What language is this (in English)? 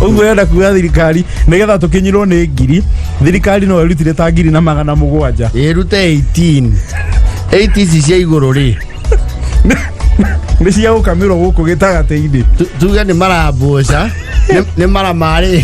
Kikuyu